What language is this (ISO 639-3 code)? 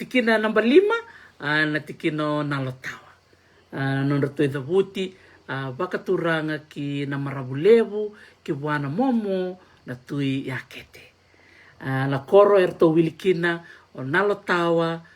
fij